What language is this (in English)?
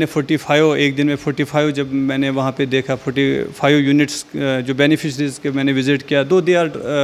Hindi